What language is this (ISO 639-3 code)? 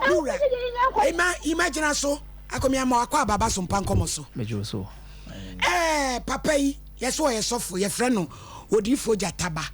aka